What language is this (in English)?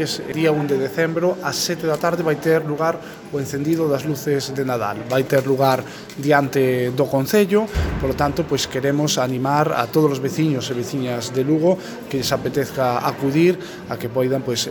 Galician